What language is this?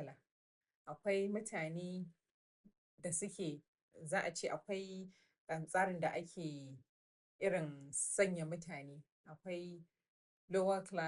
Hausa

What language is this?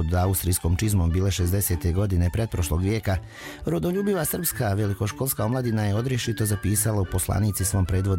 Serbian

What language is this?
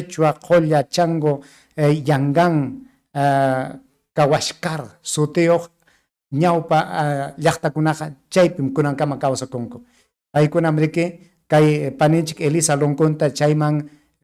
Ayacucho Quechua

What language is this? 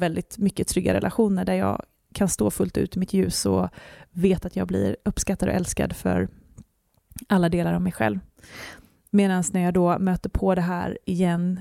Swedish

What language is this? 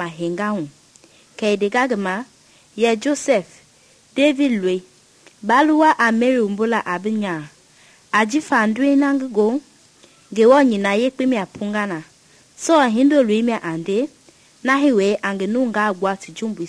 Mende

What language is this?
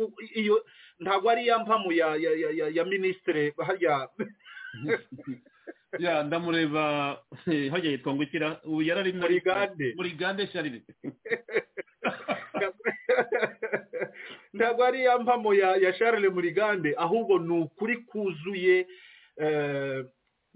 Kinyarwanda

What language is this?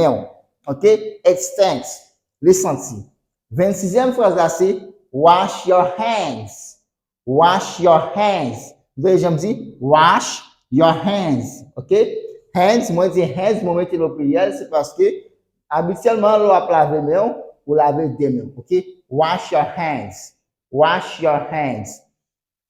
Haitian Creole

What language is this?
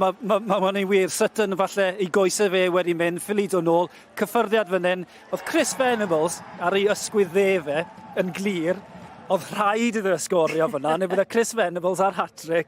Welsh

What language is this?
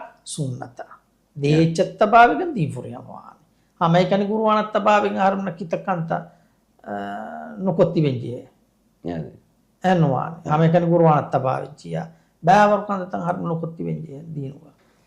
Divehi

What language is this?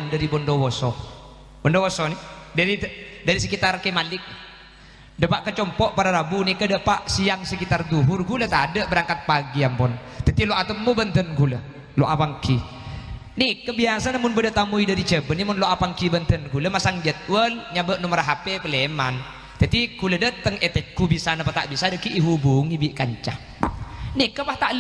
Madurese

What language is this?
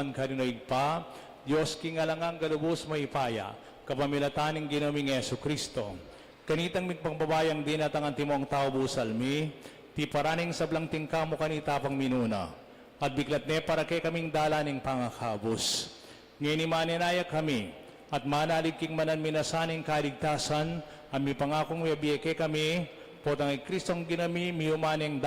Pampanga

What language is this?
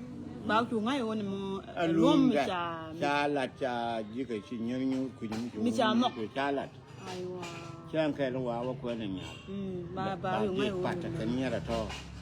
Nuer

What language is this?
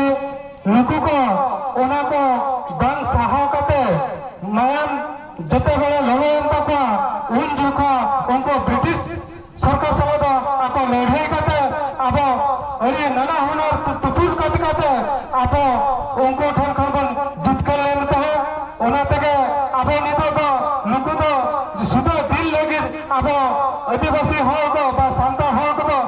Santali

